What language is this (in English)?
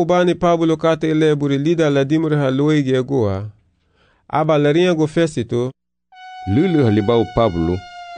Garifuna